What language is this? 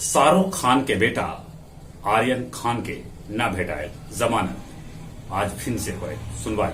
Magahi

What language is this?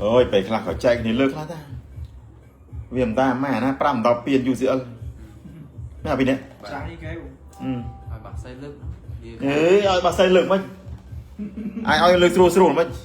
Khmer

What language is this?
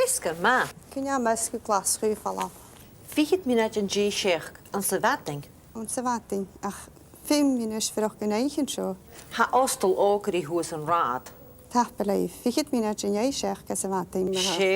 Scottish Gaelic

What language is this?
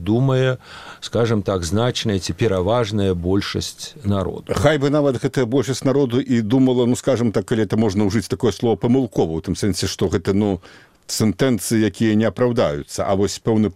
Belarusian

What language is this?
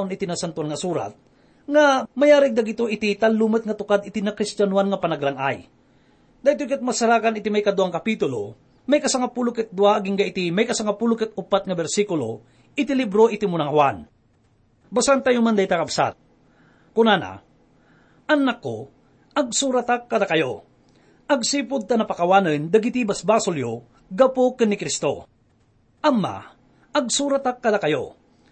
Iloko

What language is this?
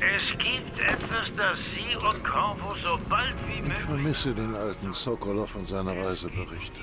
Swiss German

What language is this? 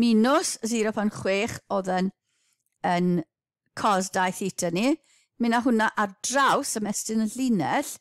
Welsh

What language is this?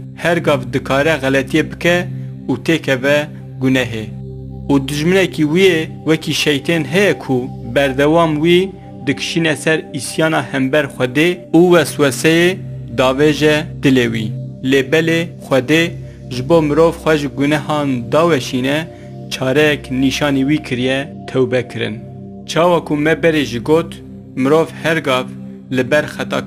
Kurdish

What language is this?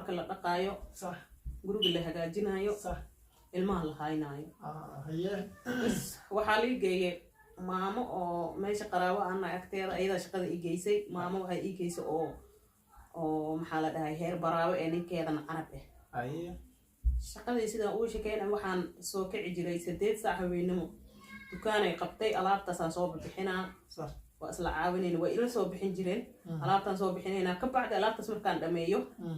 Somali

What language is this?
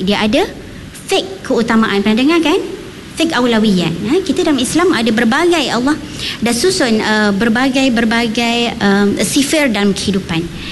Malay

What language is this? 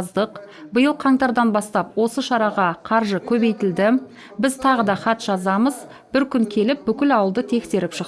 Kazakh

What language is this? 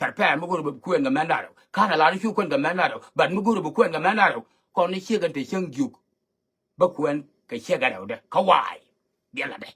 Nuer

